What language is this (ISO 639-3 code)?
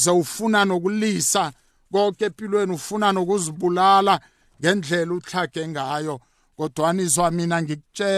nbl